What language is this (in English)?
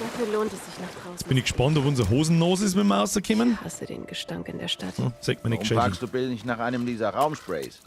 Bavarian